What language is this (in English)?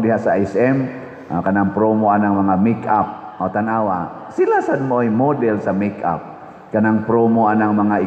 Cebuano